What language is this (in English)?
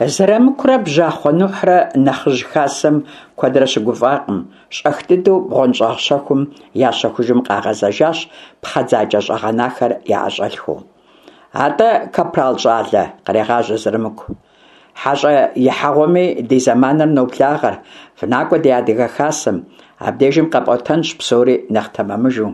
Kabardian